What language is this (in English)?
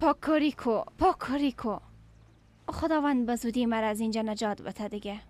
Persian